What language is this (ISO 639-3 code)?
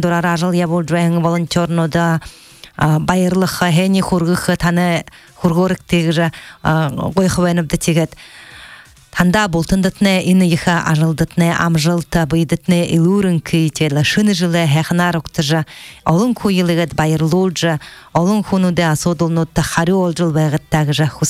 bua